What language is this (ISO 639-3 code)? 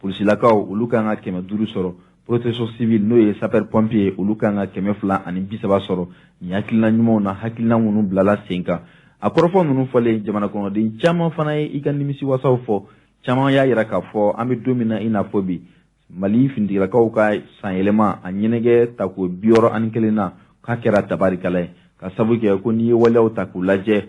bam